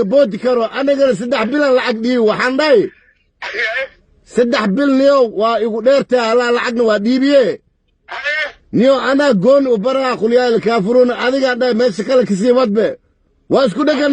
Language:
Somali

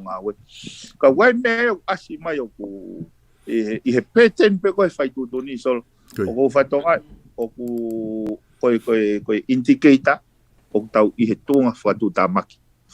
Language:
Tongan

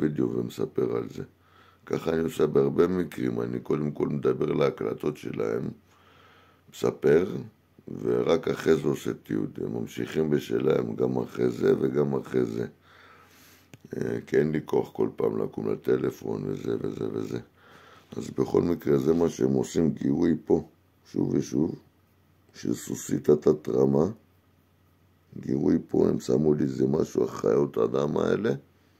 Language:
Hebrew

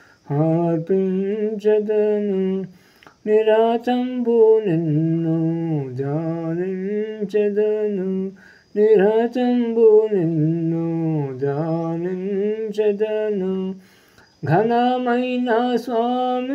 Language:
Telugu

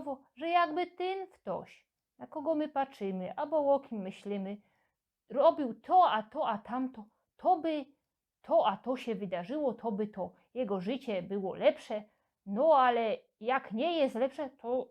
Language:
Silesian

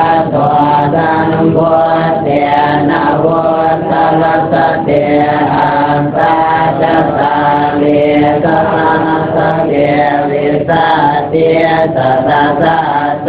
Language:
Pali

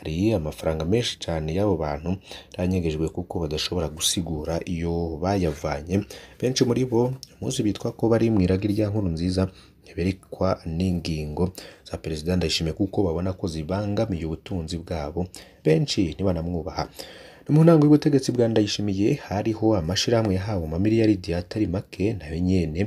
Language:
Rundi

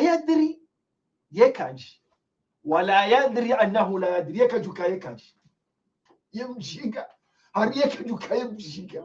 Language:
Ngazidja Comorian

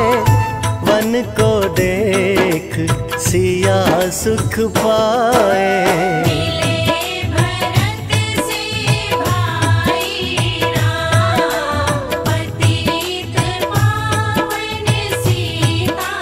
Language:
Hindi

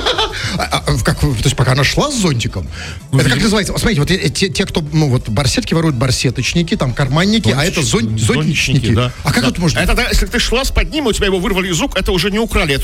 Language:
Russian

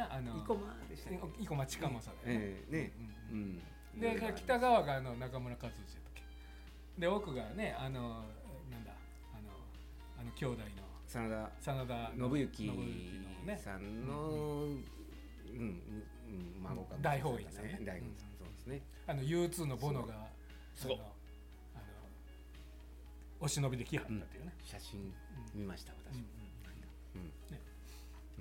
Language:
Japanese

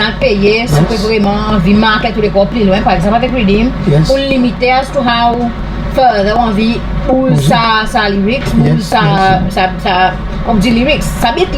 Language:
Seselwa Creole French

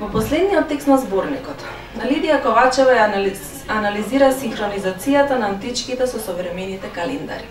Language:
Macedonian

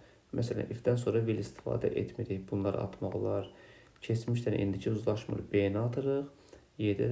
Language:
Azerbaijani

